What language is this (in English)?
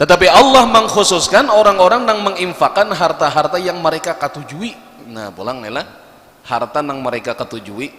Banjar